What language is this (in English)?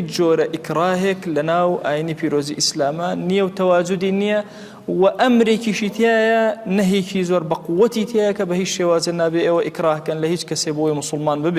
Central Kurdish